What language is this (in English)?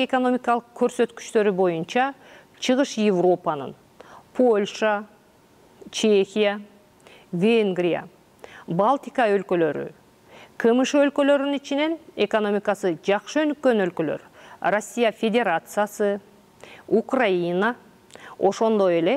Kyrgyz